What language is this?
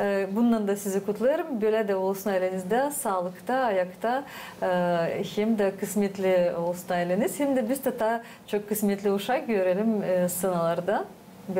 Gagauz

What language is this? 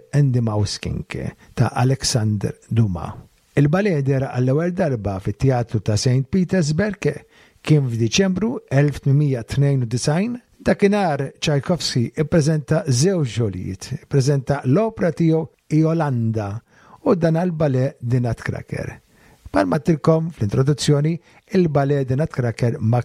Maltese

